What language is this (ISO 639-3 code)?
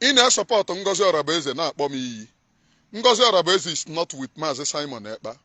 ibo